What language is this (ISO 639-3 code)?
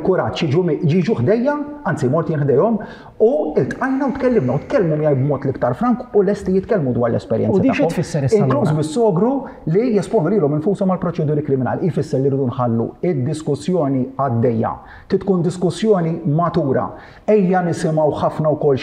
mlt